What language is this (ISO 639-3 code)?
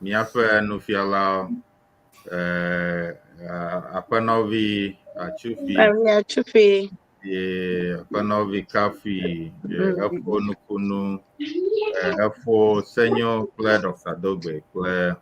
ewe